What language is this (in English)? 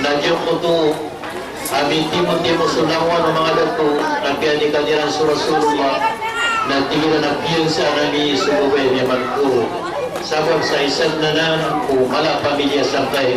Maranao